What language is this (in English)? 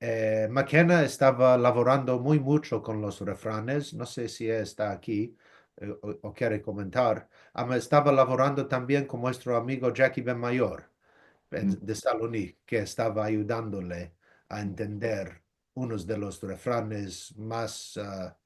Ladino